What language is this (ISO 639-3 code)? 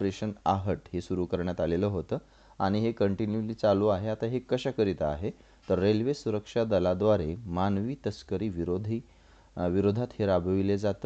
mar